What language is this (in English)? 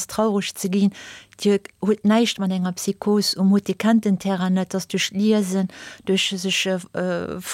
Luxembourgish